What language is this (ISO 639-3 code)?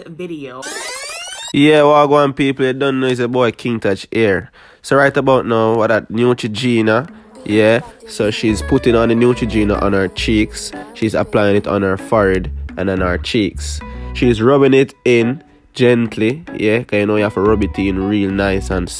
jam